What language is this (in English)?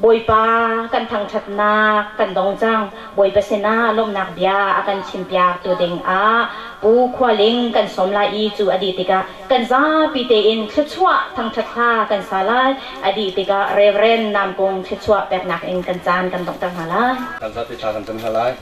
Hakha Chin